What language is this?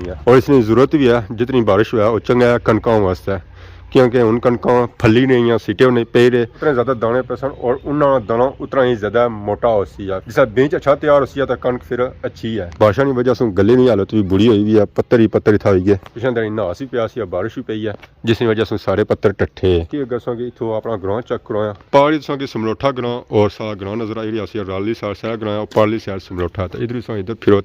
Pahari-Potwari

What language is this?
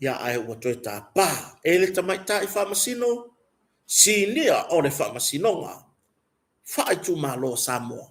Samoan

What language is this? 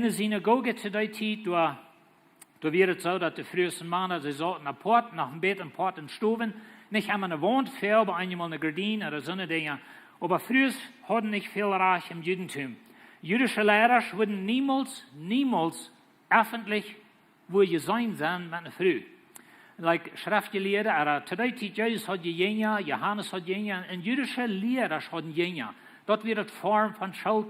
Plautdietsch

